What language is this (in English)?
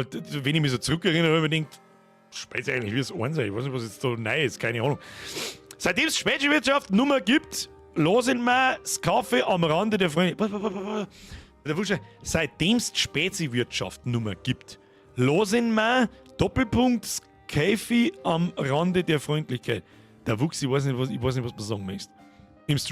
Bavarian